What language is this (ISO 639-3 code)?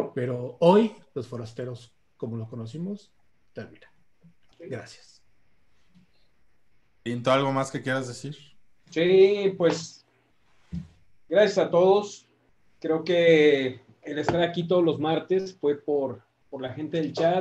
spa